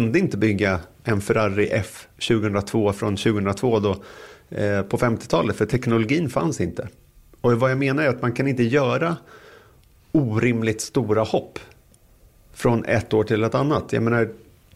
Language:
Swedish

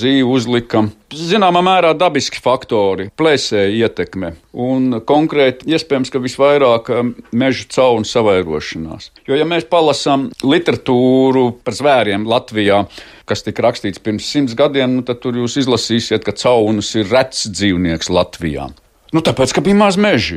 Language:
Latvian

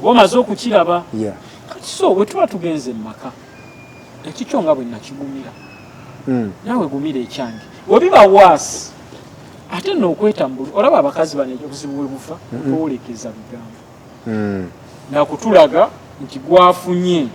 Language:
Ganda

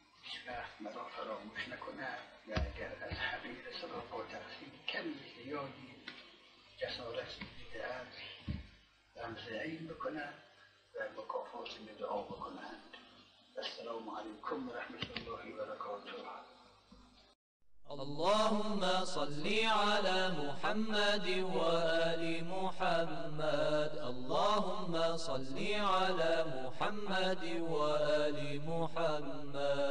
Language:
Persian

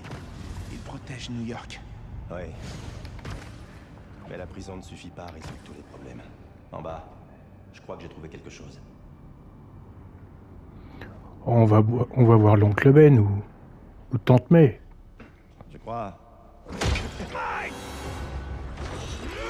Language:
French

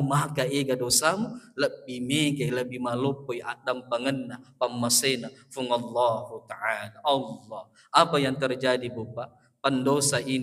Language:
Buginese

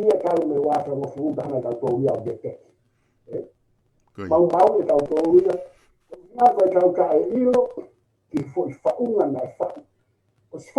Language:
Tongan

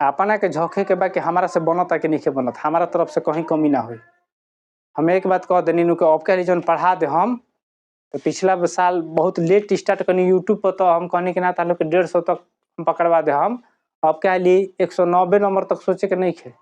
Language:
Bhojpuri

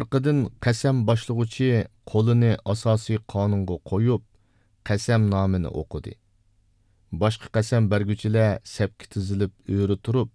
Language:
Uyghur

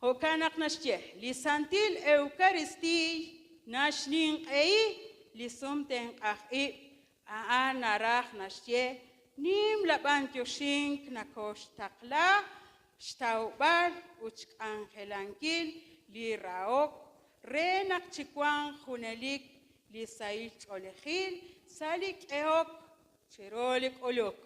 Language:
Kekchí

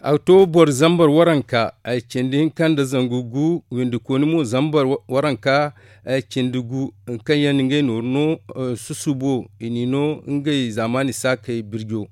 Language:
Zarma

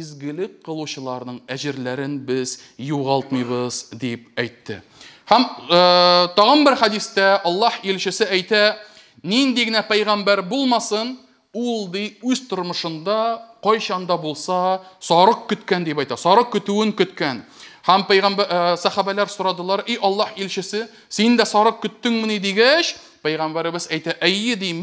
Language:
Tatar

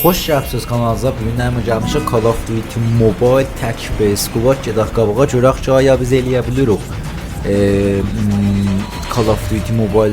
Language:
South Azerbaijani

